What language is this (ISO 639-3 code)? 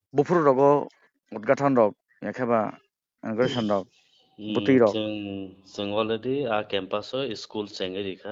trp